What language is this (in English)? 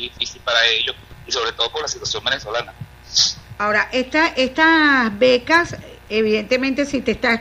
Spanish